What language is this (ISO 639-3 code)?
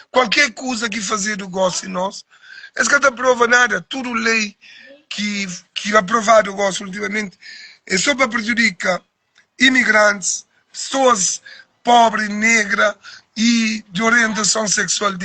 kea